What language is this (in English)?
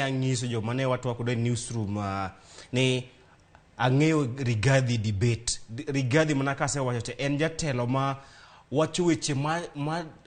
Luo (Kenya and Tanzania)